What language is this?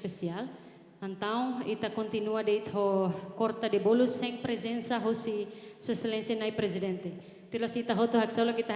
Tetum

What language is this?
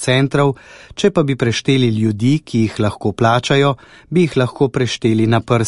Slovenian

